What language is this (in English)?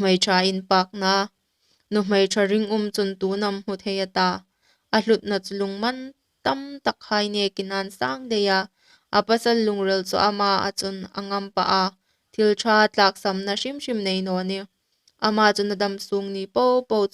Hmar